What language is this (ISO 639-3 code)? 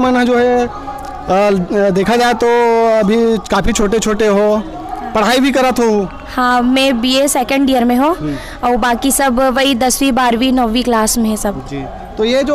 hne